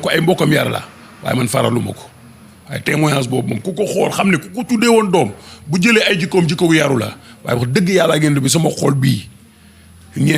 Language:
Wolof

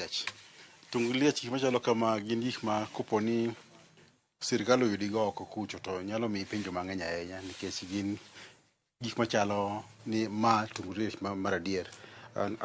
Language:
Luo (Kenya and Tanzania)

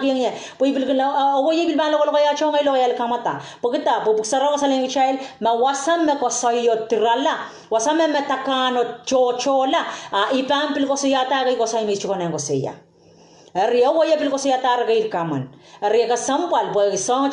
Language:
Pohnpeian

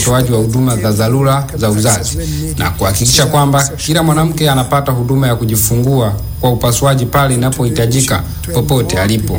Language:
Swahili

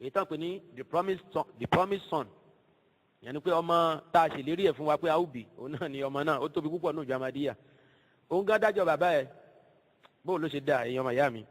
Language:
Yoruba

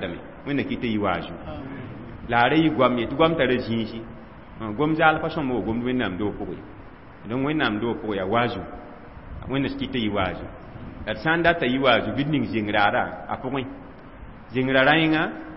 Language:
Mossi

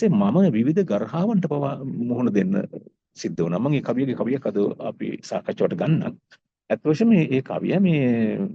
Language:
Sinhala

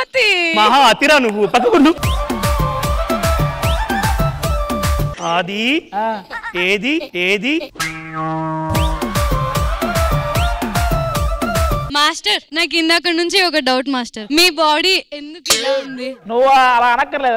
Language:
Telugu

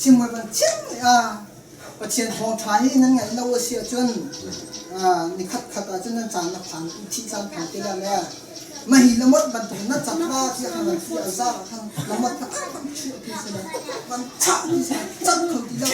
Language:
Hakha Chin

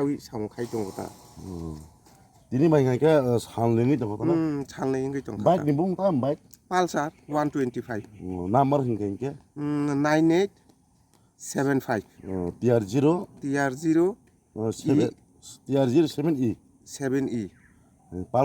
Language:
Kok Borok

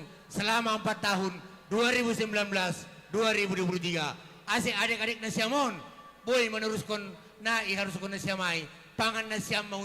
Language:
Batak Simalungun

